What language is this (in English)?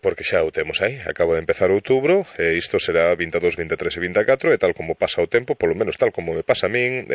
Galician